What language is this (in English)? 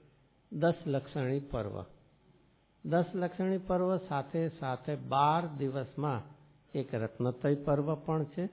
Gujarati